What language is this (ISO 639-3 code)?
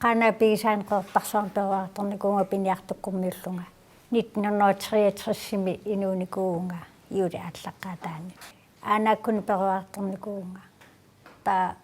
kal